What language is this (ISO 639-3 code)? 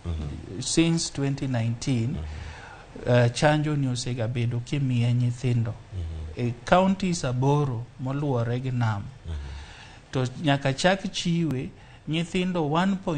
luo